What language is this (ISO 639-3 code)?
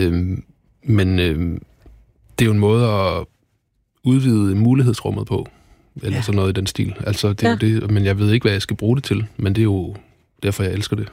dan